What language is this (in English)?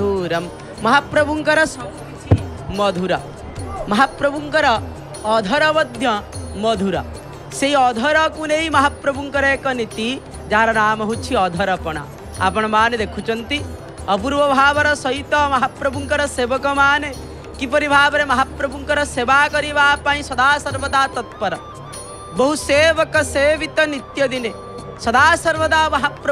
Odia